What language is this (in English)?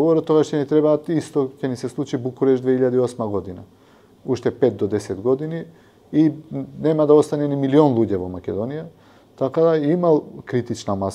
Macedonian